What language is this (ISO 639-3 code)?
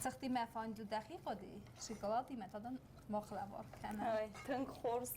oss